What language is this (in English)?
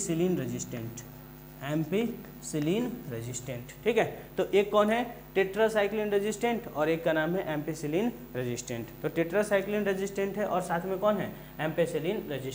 Hindi